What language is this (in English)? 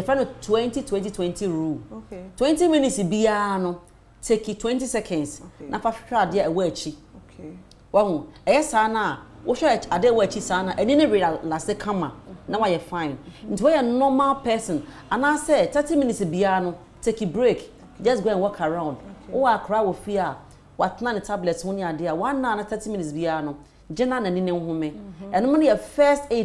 Akan